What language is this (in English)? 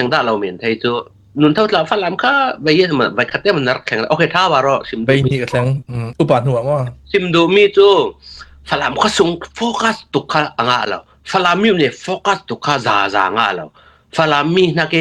Falam Chin